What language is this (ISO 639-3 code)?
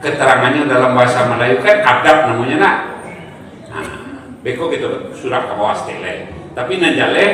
min